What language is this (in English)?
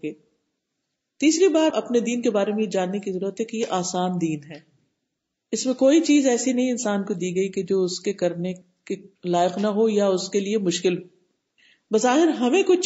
Urdu